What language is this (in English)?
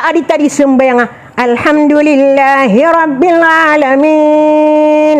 Maranao